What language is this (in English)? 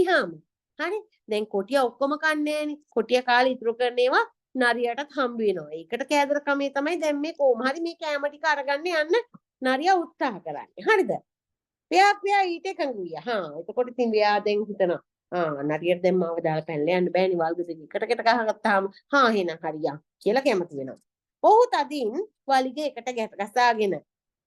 Sinhala